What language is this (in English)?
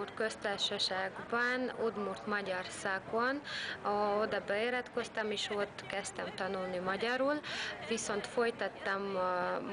Hungarian